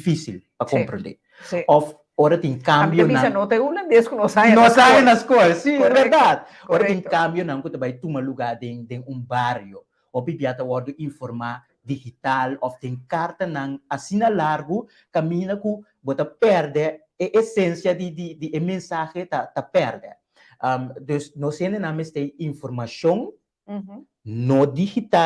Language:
Papiamento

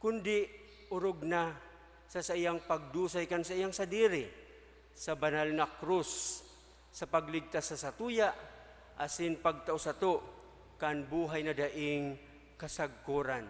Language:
Bikol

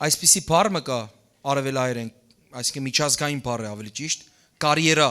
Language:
Western Armenian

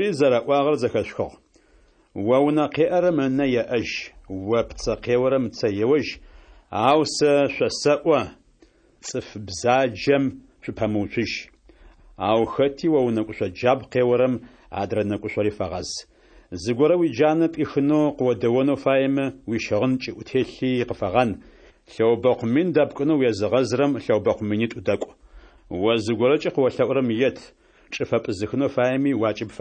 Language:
Kabardian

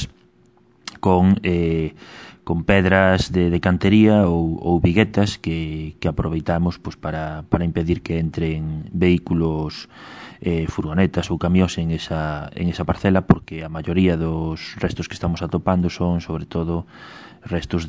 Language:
Galician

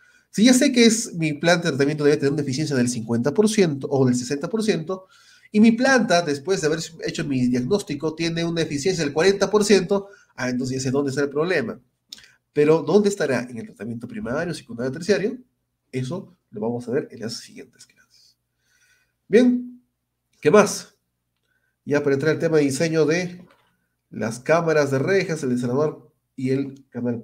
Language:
Spanish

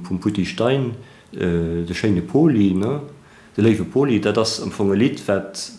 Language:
Luxembourgish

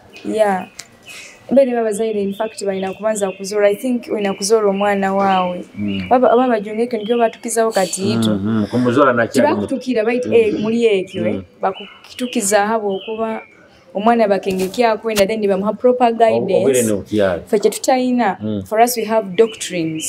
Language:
Nyoro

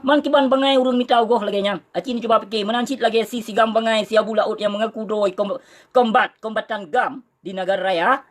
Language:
Achinese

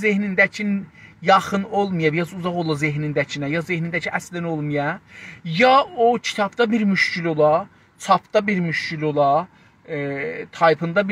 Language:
South Azerbaijani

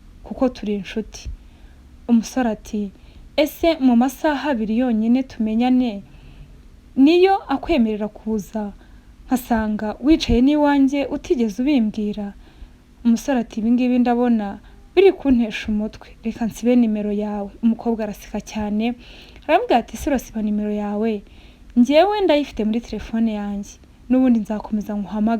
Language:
Kinyarwanda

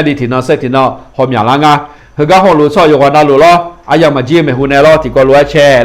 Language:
Akha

